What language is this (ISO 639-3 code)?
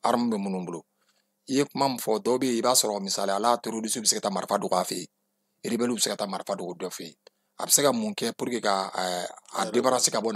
bam